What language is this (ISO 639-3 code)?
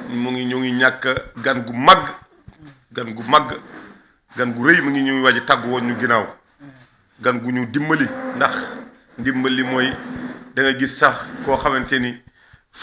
wol